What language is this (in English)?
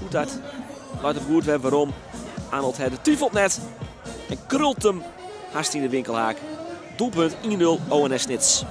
Western Frisian